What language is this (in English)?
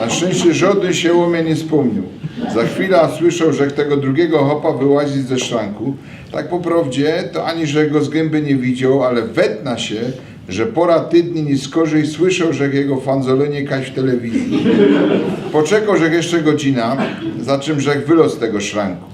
Silesian